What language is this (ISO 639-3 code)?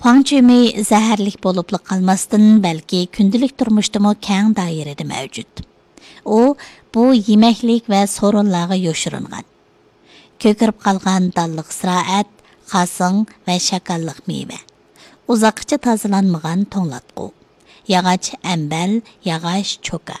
uig